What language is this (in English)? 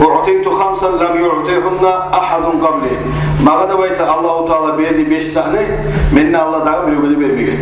Kumyk